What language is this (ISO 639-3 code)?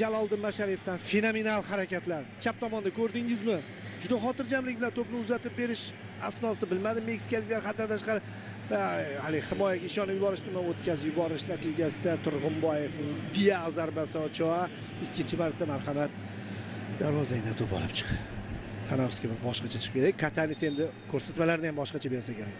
uzb